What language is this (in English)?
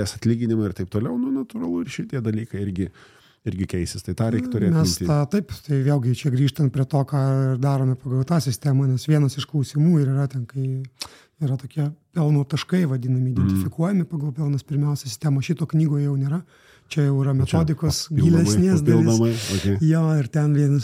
Lithuanian